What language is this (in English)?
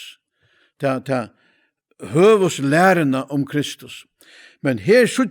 Faroese